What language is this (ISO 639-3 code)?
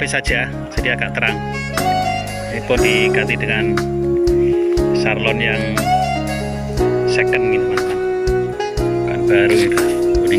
ind